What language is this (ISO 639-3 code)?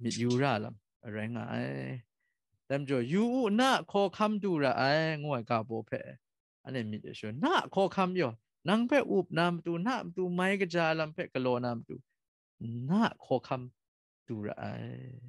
kac